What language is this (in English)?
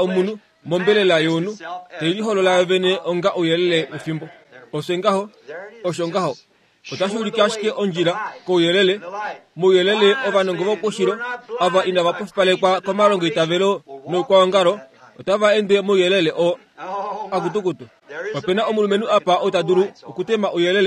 Kuanyama